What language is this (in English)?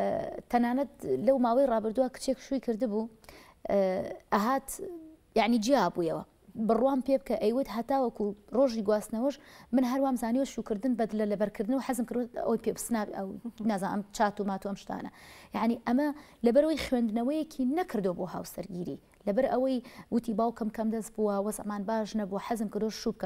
Central Kurdish